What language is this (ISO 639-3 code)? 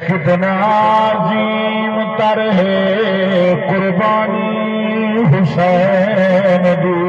skr